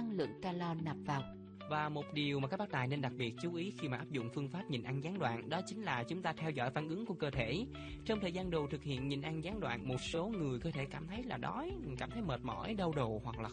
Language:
Vietnamese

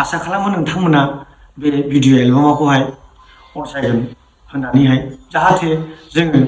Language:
Bodo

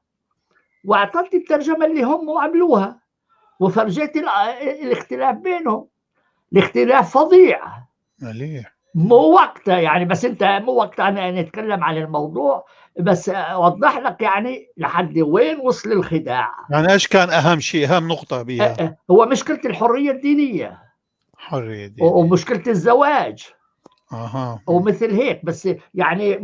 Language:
North Levantine Arabic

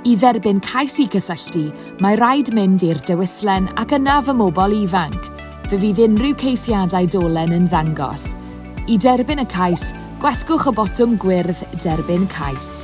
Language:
Welsh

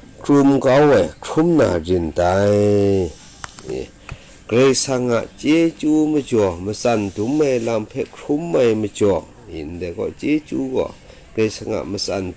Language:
Kachin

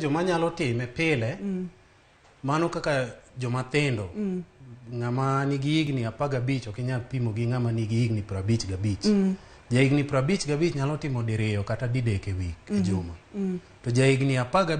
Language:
Luo (Kenya and Tanzania)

